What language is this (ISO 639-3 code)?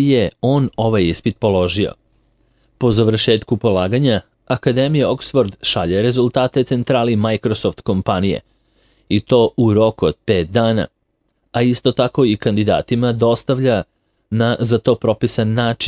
srp